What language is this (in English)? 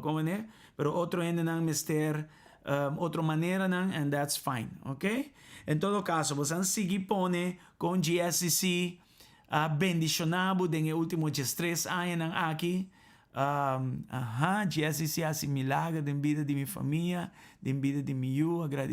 Papiamento